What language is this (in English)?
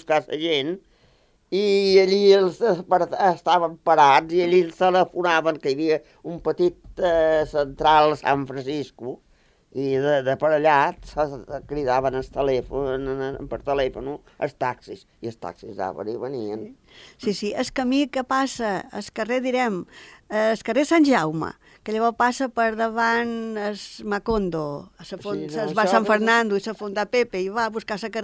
Catalan